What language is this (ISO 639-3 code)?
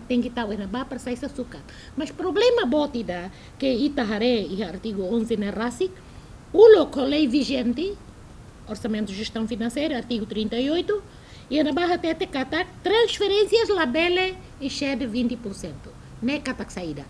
tet